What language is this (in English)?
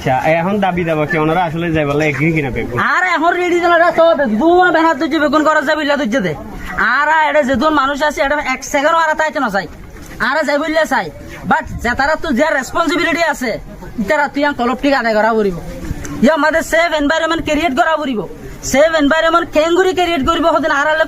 Rohingya